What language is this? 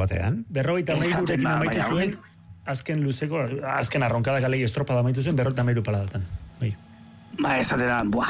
Basque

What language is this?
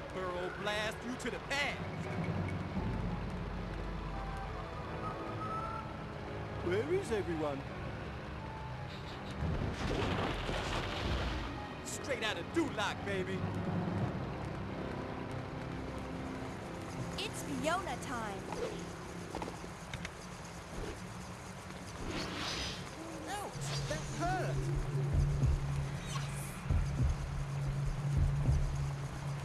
English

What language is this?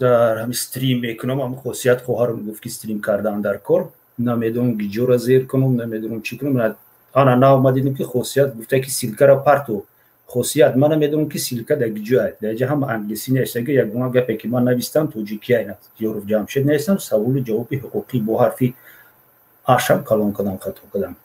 Tajik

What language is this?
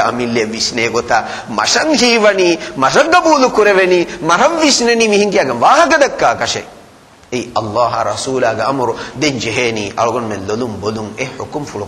Divehi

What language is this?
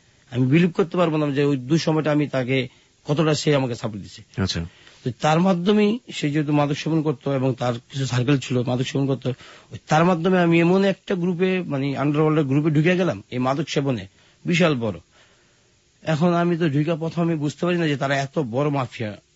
Bangla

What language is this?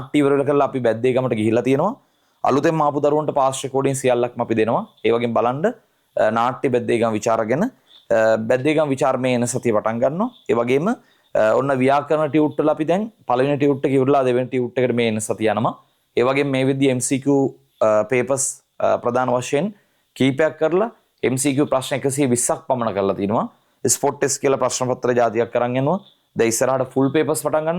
Sinhala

